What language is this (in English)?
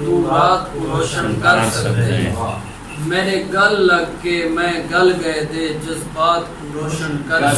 Saraiki